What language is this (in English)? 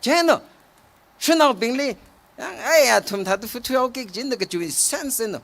Tangkhul Naga (India)